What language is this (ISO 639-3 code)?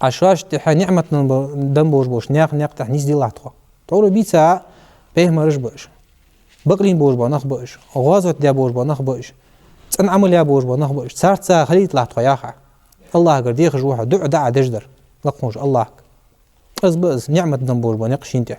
inh